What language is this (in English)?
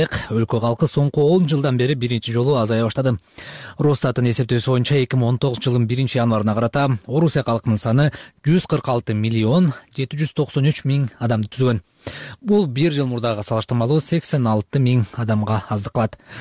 Kyrgyz